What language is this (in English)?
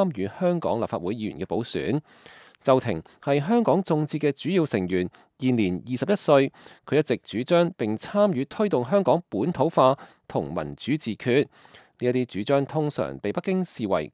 Cantonese